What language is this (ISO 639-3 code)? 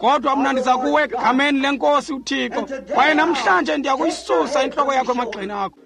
xho